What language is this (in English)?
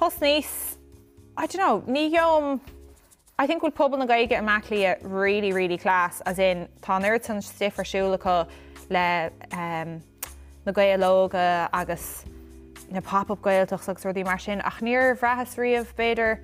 Irish